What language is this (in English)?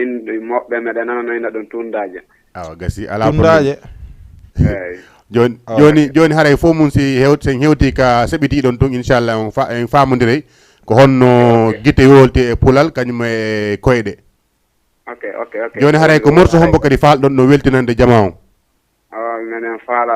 Fula